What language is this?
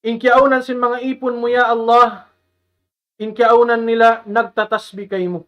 Tausug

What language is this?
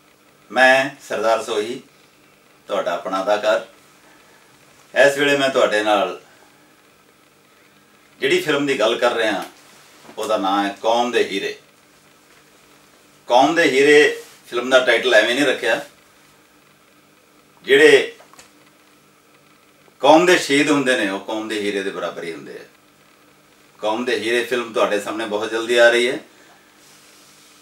Punjabi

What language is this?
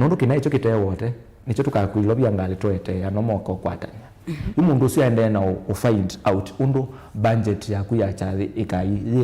Kamba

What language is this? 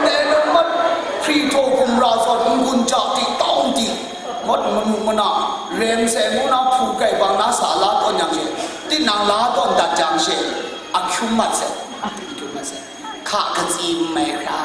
Kachin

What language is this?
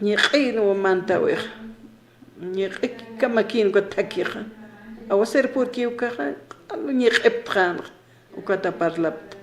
Aymara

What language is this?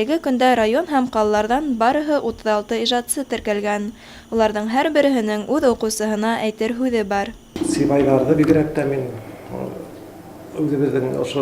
Bashkir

